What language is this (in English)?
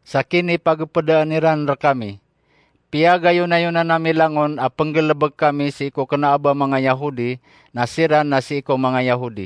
Maranao